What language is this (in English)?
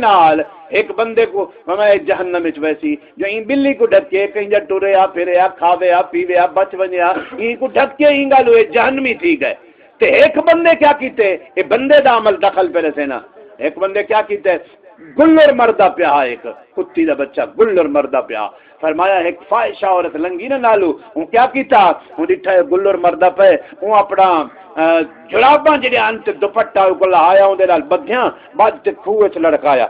Saraiki